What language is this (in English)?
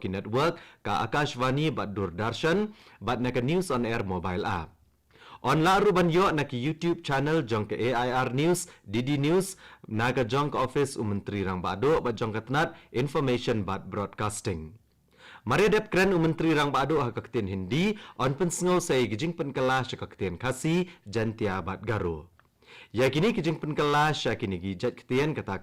Khasi